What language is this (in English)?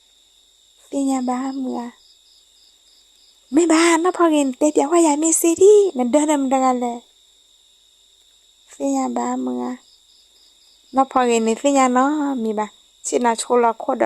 S'gaw Karen